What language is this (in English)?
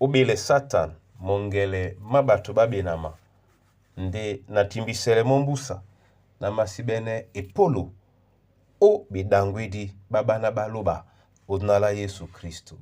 Duala